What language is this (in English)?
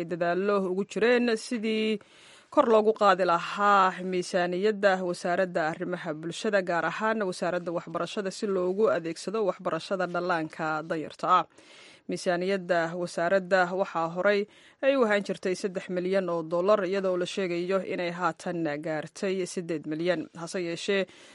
Somali